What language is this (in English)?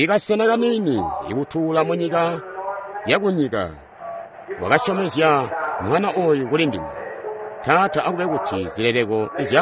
Tonga (Zambia)